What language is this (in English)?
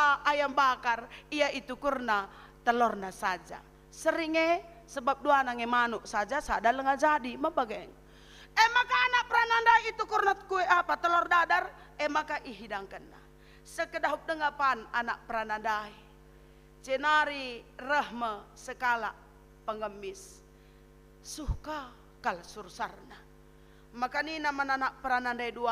Batak Karo